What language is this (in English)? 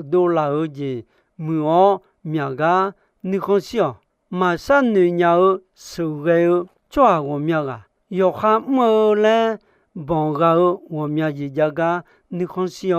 Akha